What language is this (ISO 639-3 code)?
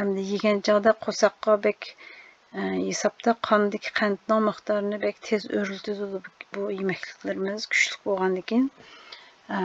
uig